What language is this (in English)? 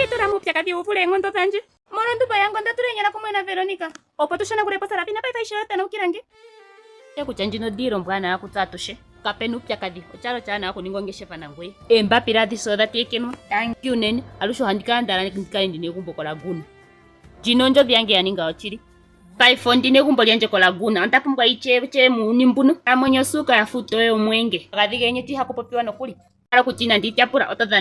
Ndonga